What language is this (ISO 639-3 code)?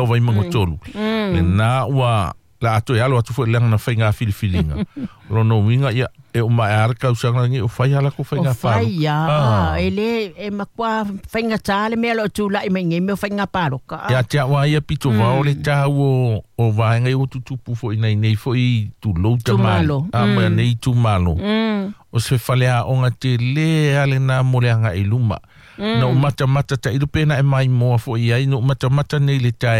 smo